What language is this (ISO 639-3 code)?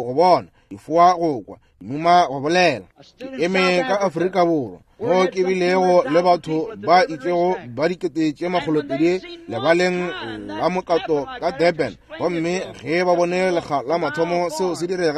nso